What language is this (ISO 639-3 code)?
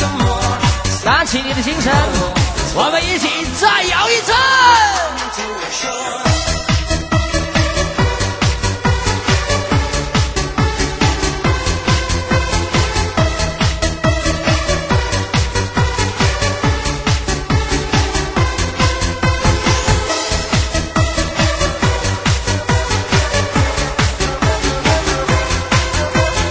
zho